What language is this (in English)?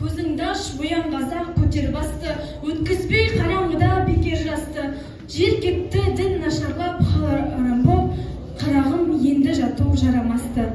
Kazakh